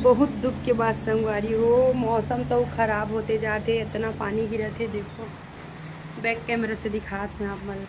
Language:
Chhattisgarhi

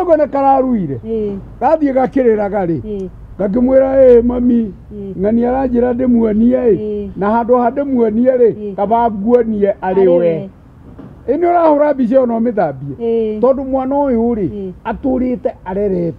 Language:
Kikuyu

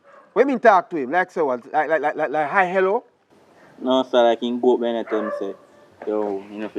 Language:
Jamaican Creole English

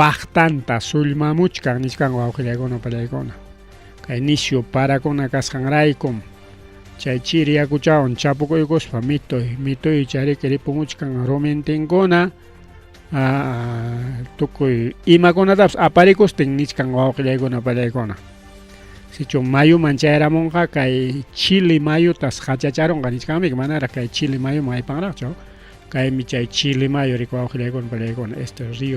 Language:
Ayacucho Quechua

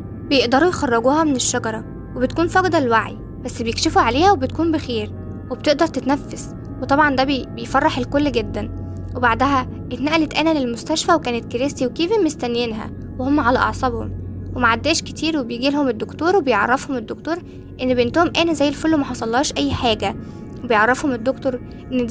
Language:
Egyptian Arabic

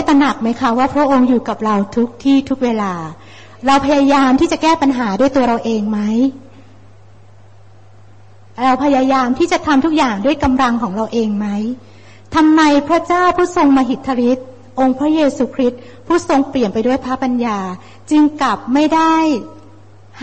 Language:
Thai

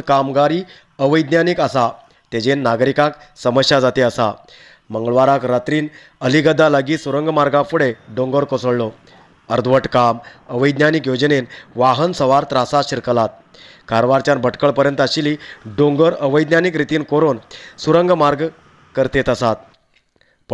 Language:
Konkani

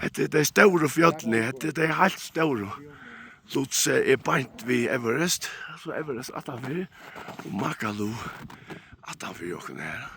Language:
Faroese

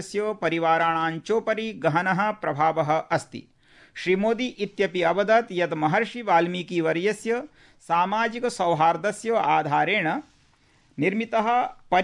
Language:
Sanskrit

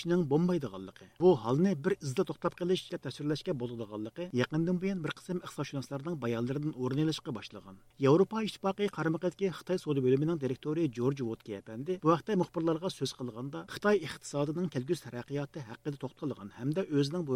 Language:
Uyghur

